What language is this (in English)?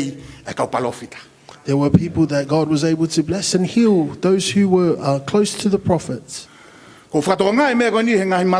Tongan